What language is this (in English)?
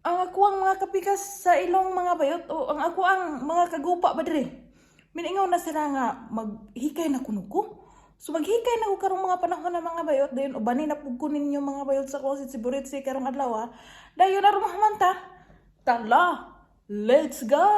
Cebuano